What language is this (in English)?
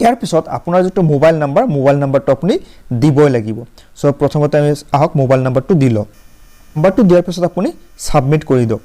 Assamese